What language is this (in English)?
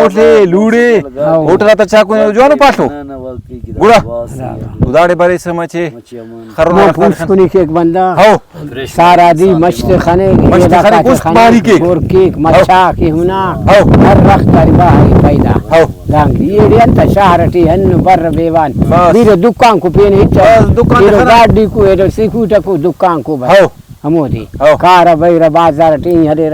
Brahui